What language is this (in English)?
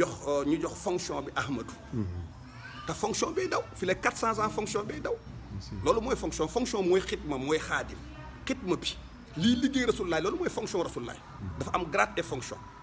Wolof